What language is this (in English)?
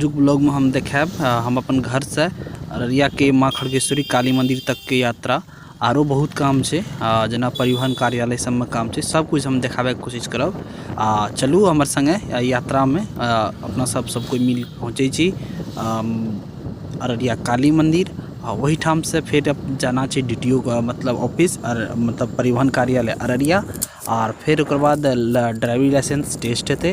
Maithili